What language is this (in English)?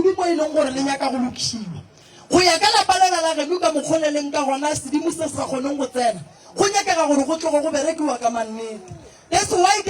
Northern Sotho